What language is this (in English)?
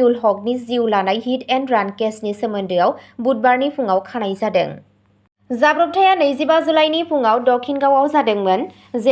Bodo